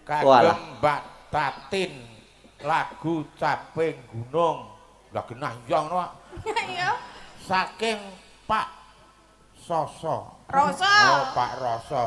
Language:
Javanese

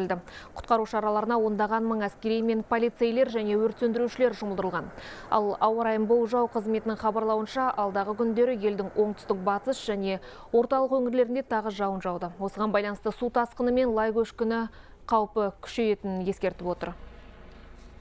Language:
Kazakh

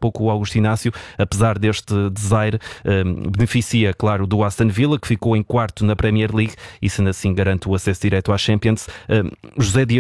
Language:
Portuguese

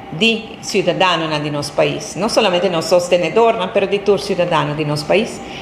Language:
Papiamento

